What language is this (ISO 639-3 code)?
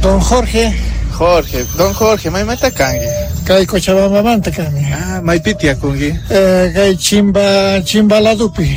quh